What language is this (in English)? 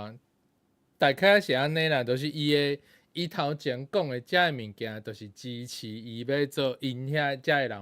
Min Nan Chinese